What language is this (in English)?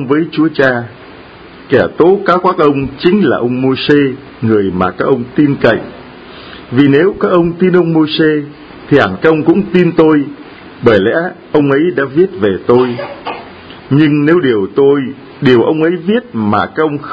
Vietnamese